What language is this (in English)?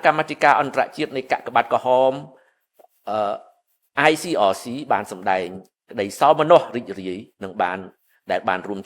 Khmer